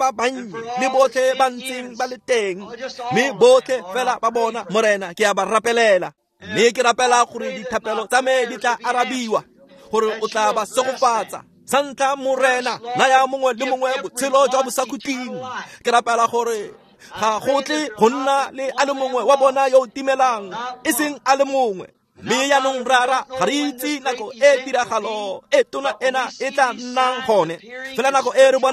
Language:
Tswana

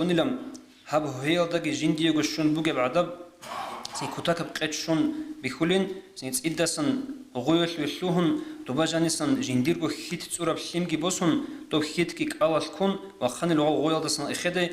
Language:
Avaric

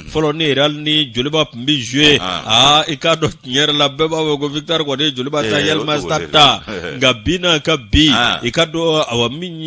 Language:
Bambara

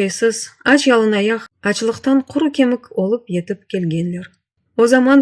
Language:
Crimean Tatar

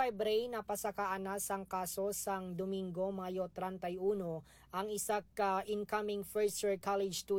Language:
Hiligaynon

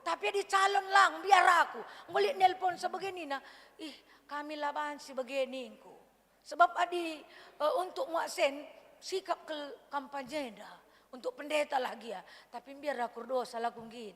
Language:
Batak Karo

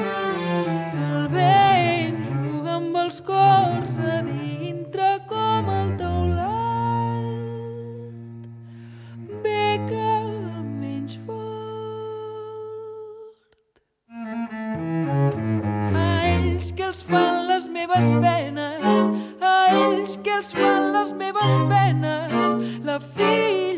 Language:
Catalan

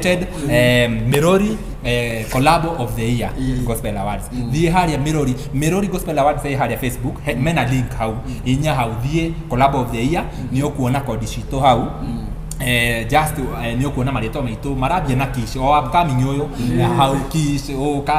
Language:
Kikuyu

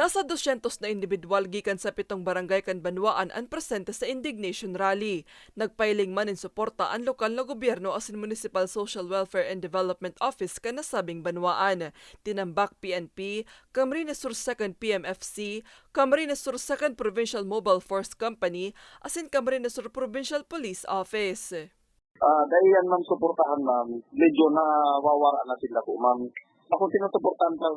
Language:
Bikol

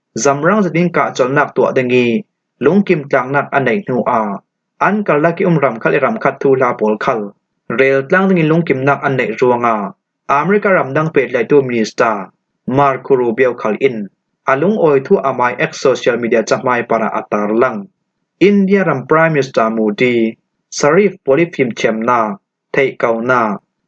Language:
Falam Chin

